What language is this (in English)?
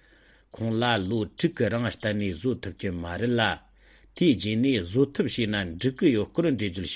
Tibetan